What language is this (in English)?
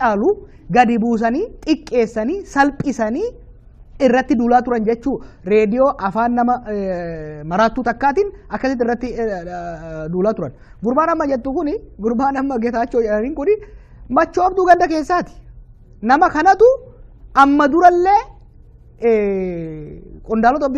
Oromo